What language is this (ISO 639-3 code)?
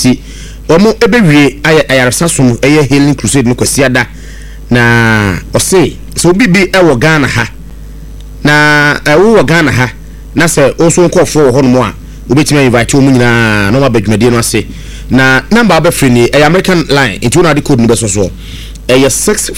aka